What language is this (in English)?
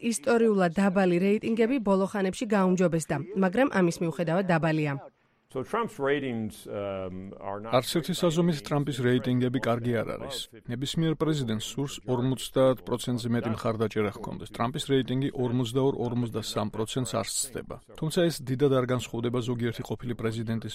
Georgian